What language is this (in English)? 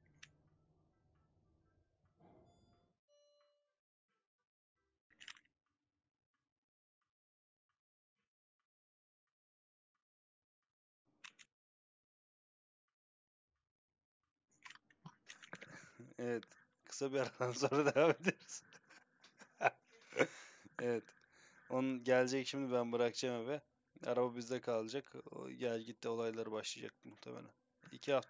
Turkish